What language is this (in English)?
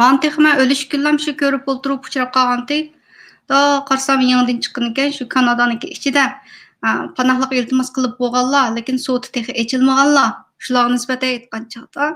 Uyghur